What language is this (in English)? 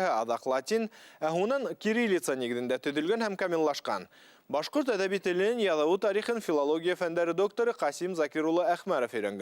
Bashkir